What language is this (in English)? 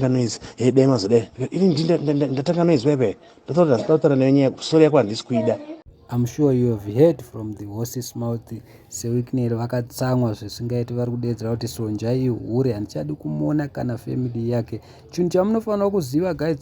Shona